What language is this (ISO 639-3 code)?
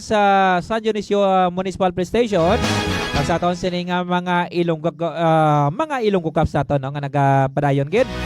hil